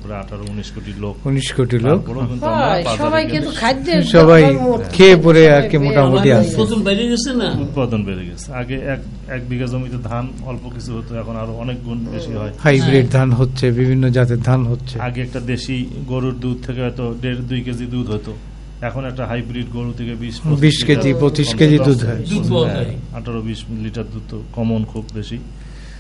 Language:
Bangla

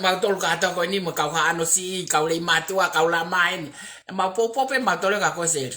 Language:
Tongan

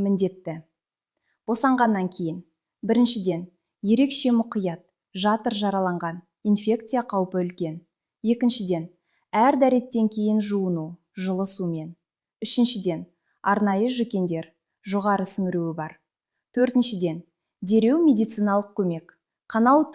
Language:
Kazakh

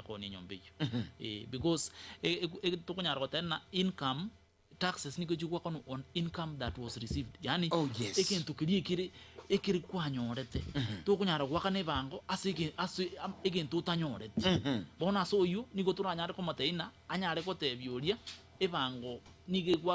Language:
Gusii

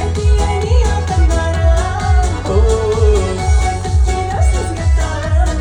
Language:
Bashkir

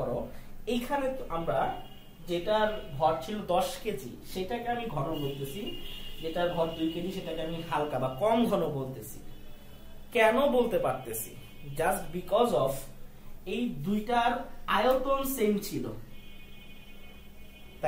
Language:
Bangla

